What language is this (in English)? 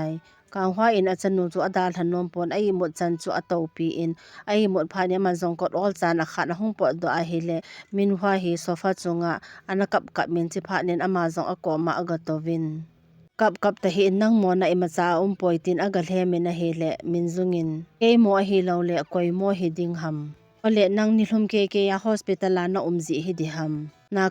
Thado Chin